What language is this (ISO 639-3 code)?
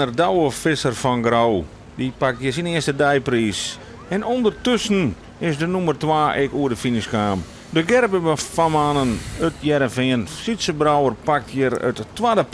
fry